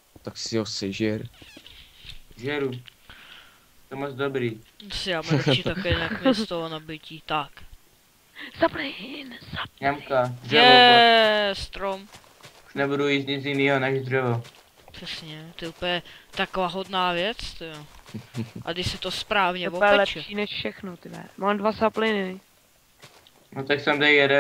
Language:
Czech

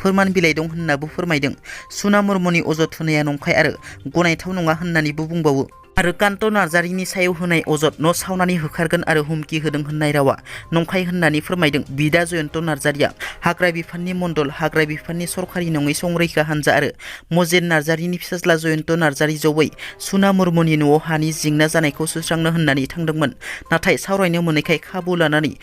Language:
Bodo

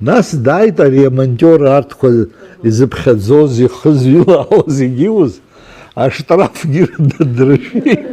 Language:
Abkhazian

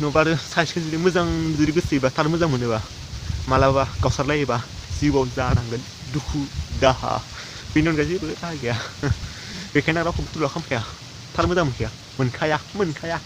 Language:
Bodo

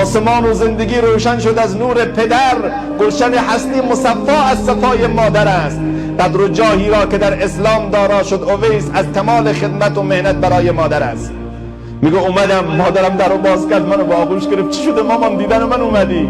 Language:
Tajik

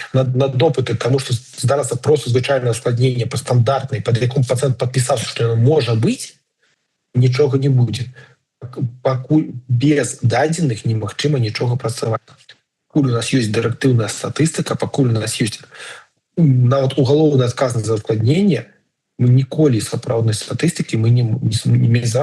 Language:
Belarusian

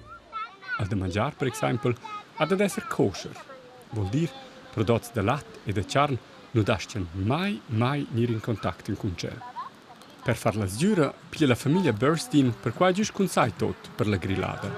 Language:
Romansh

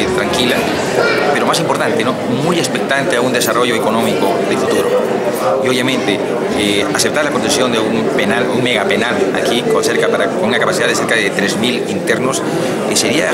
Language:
Spanish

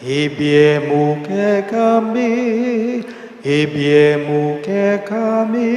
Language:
Pampanga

